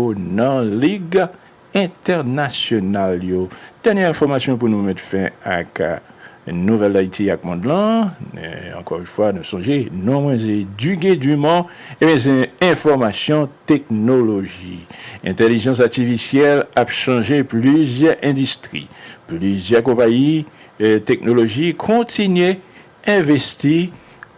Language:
Haitian Creole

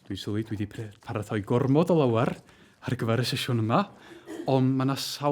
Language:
Welsh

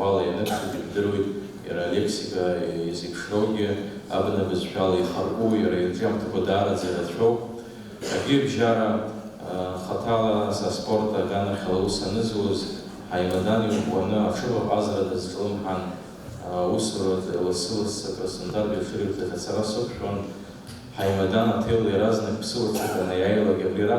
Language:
Abkhazian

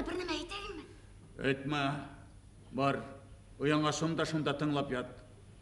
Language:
Bashkir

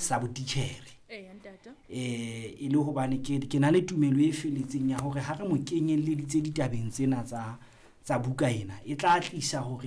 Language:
Southern Sotho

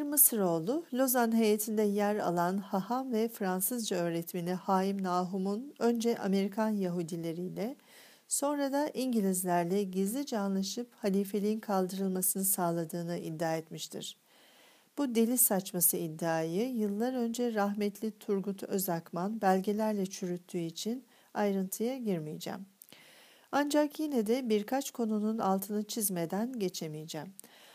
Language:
Turkish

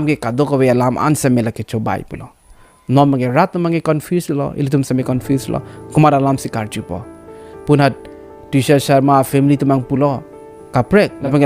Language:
Karbi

